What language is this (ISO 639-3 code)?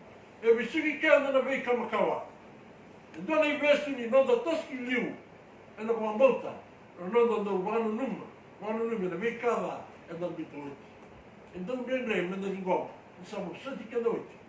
fij